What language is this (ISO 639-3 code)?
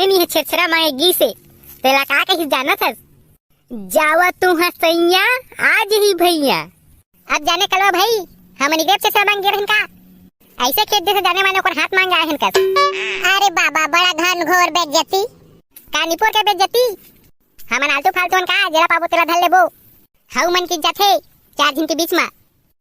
hne